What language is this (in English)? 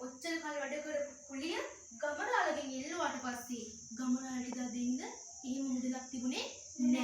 Sinhala